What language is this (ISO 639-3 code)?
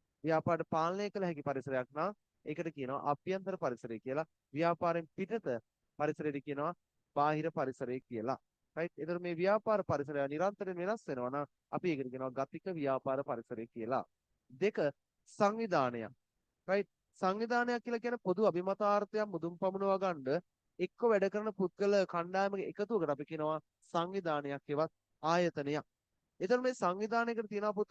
sin